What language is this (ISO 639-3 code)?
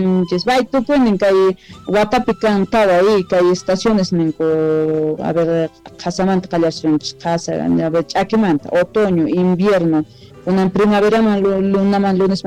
que